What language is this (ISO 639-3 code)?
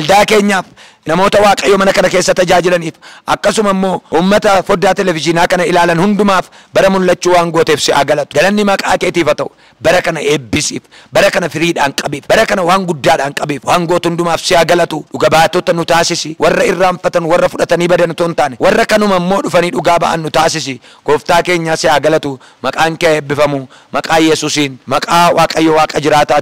orm